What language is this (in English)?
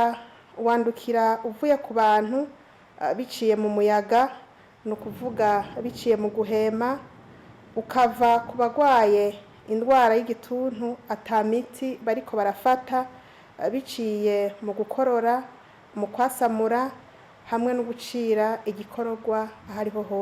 Rundi